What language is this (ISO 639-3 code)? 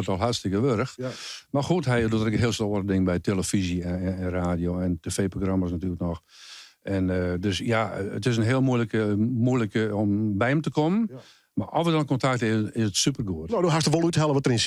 fry